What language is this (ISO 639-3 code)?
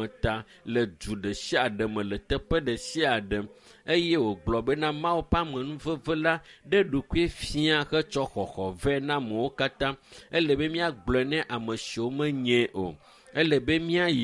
ewe